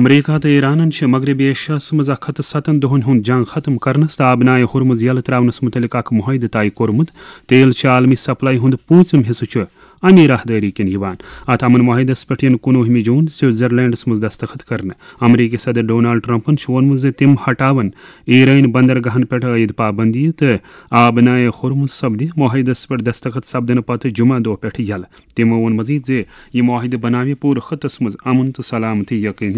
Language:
Kashmiri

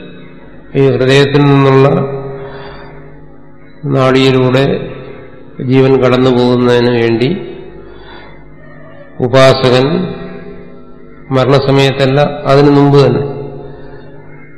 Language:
Malayalam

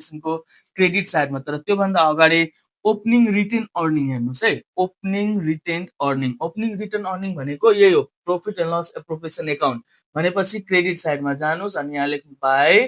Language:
Nepali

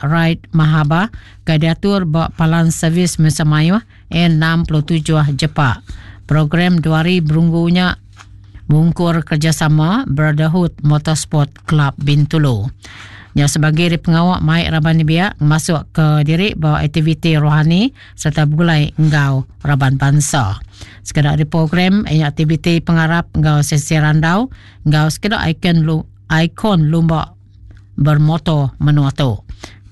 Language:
Iban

